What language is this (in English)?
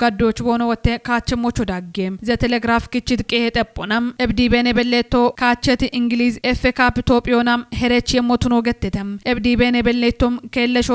Kafa